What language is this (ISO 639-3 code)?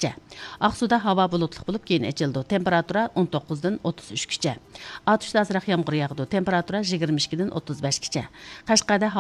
uig